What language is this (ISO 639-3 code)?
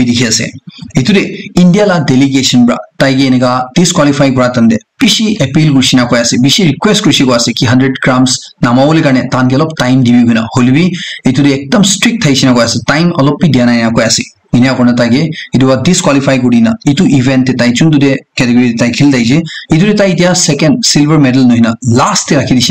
nag